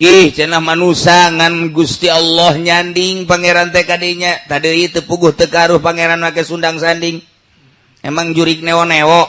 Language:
Sundanese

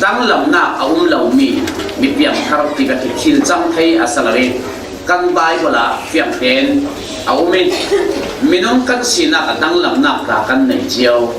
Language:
Falam Chin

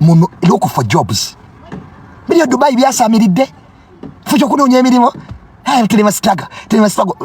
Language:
Ganda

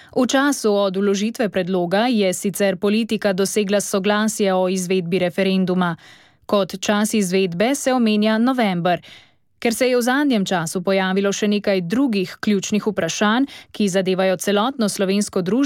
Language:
Slovenian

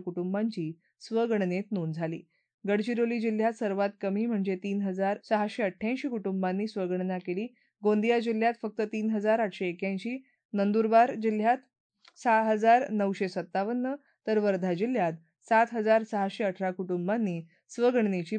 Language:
Marathi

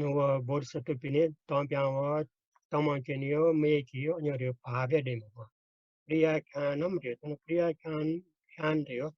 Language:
Newari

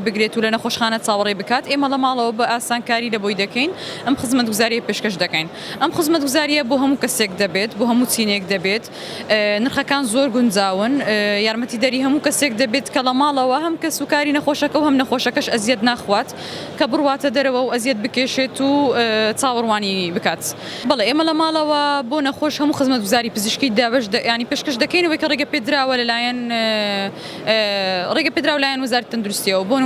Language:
Central Kurdish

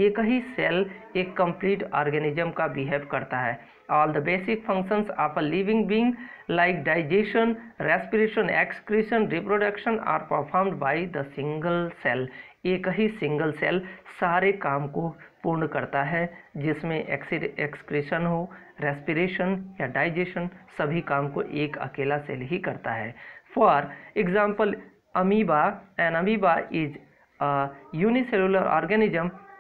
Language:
Hindi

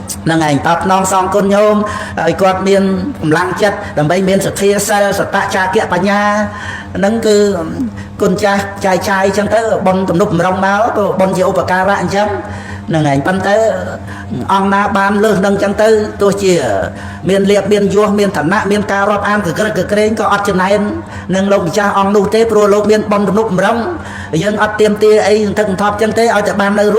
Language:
Khmer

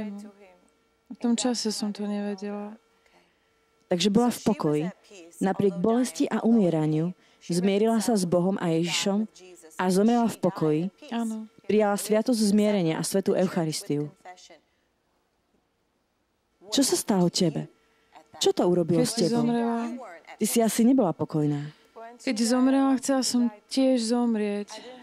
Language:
Slovak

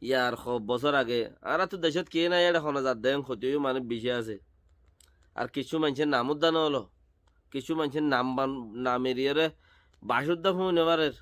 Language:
Rohingya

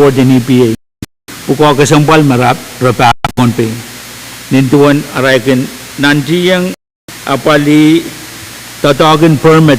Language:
Pohnpeian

